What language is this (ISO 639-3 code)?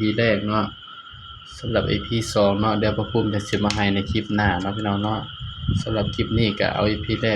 tts